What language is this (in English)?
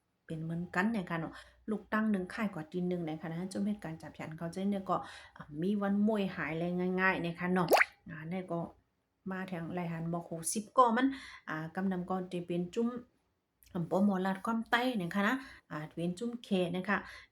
Shan